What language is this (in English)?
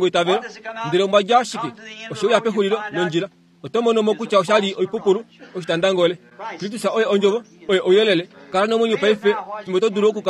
Kuanyama